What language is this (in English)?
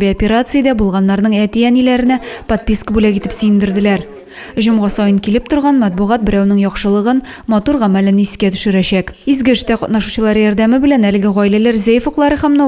Tatar